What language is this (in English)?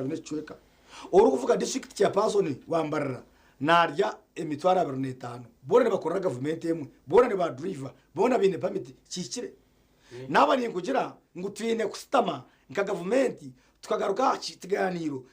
Nyankole